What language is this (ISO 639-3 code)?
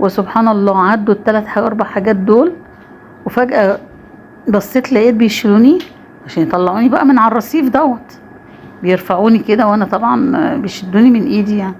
arz